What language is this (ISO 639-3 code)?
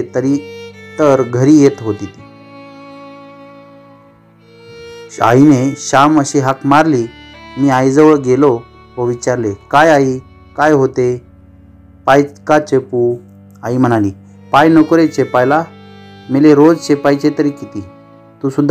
mar